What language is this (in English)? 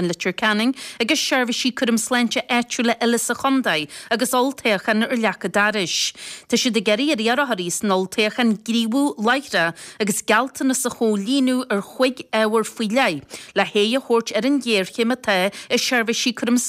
Irish